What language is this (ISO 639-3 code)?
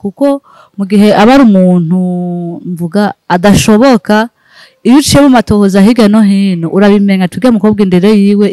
run